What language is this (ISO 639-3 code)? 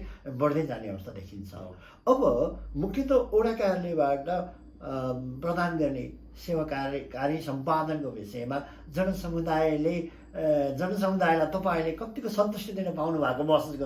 nep